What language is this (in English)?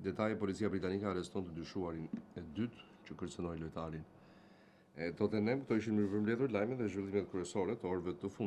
Albanian